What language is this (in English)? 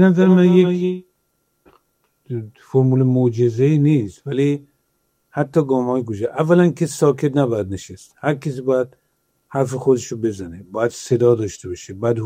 Persian